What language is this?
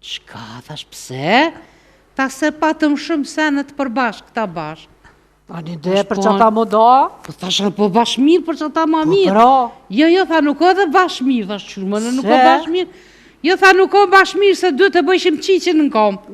Albanian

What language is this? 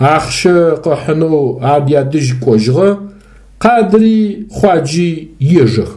Adyghe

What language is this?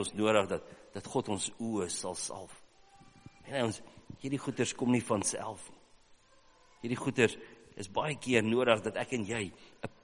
Afrikaans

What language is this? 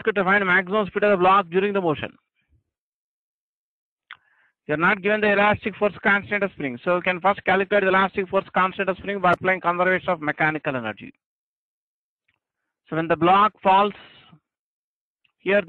English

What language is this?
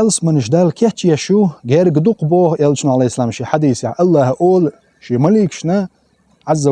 Chechen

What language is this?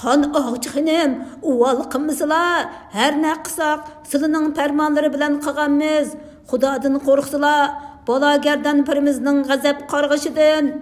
Uyghur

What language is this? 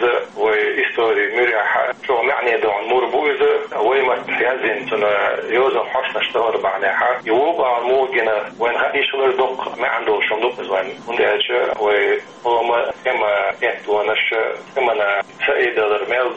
Chechen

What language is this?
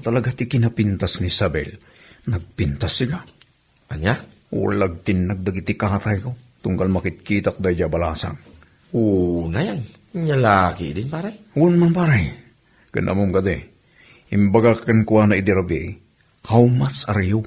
Iloko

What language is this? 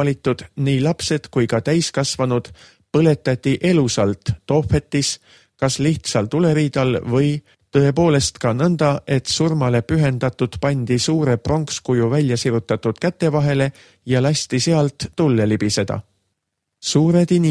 Estonian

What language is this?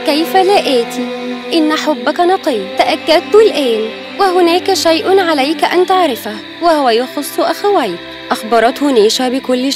Arabic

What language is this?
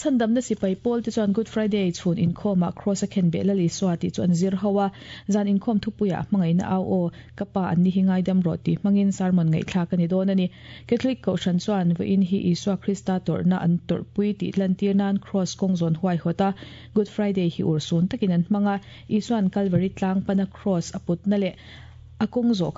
Mizo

